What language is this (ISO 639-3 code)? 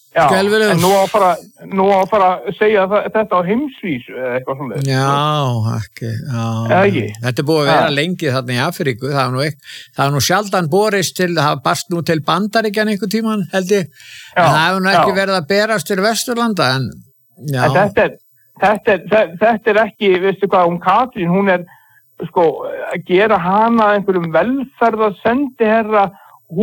isl